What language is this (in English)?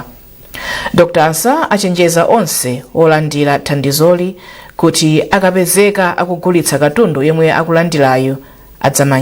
Nyanja